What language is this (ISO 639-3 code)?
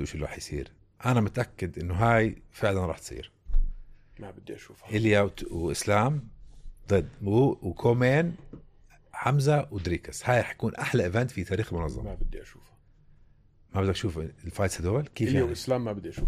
apc